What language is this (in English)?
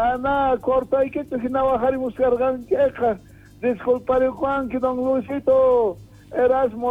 South Bolivian Quechua